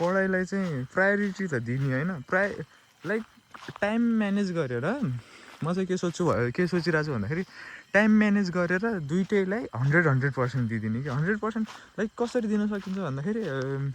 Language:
Nepali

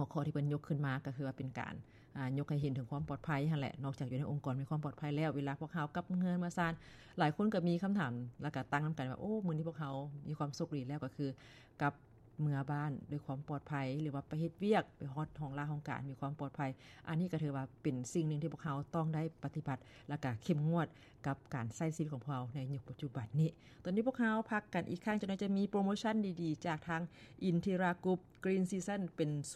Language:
Lao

